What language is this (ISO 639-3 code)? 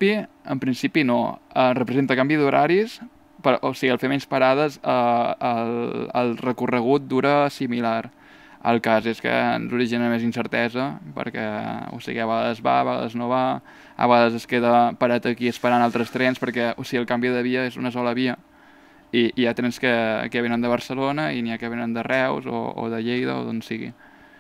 cat